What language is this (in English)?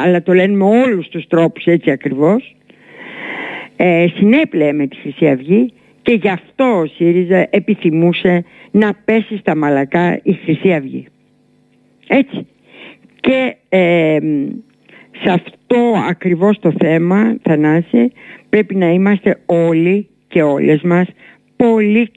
Greek